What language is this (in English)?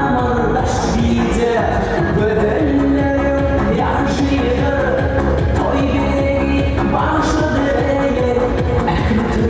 Turkmen